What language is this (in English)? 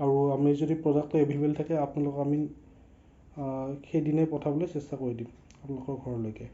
Assamese